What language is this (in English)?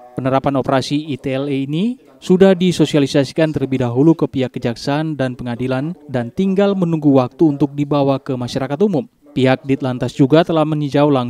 Indonesian